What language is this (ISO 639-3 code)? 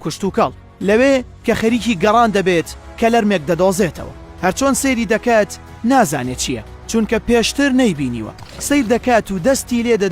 ckb